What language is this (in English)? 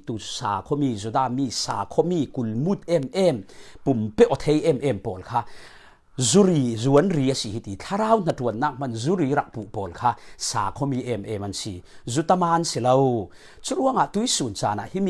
Falam Chin